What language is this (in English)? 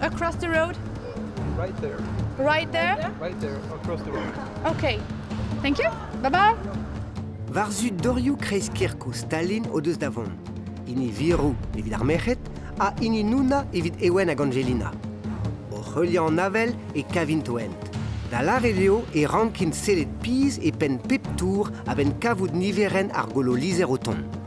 Breton